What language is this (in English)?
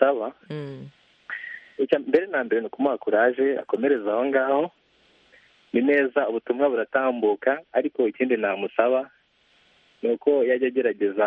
Kinyarwanda